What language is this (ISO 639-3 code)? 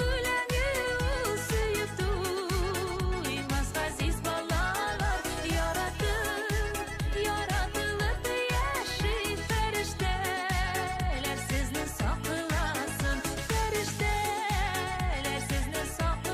bak